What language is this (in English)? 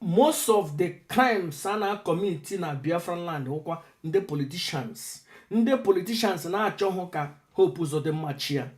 Igbo